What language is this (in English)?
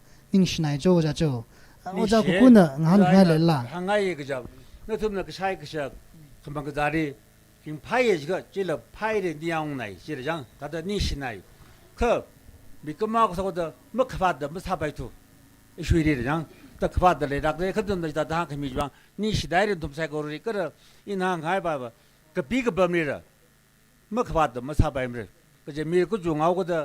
Tangkhul Naga (India)